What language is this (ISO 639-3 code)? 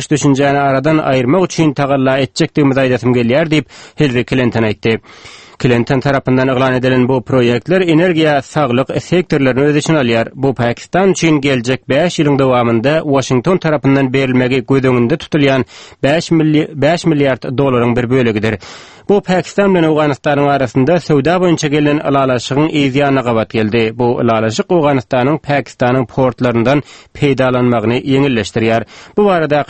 tuk